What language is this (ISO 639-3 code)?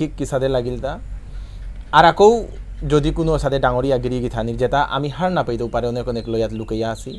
bpy